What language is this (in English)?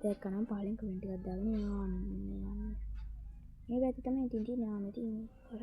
Sinhala